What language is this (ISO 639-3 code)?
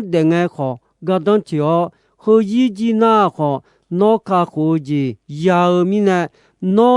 ahk